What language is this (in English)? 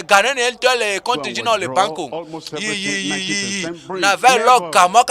Ewe